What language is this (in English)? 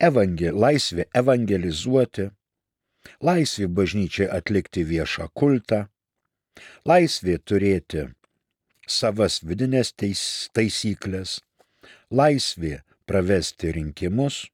Lithuanian